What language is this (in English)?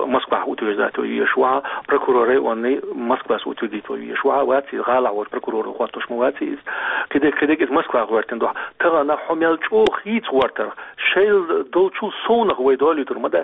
Chechen